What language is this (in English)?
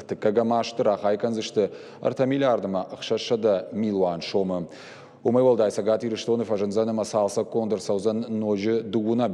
Ossetic